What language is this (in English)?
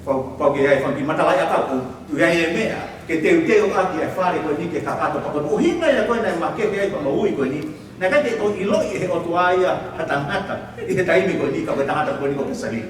Tongan